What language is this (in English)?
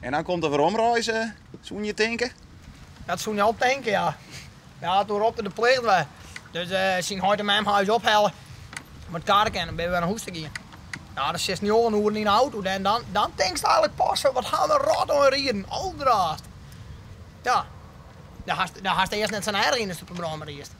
Western Frisian